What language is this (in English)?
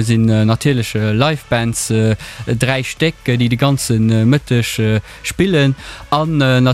Luxembourgish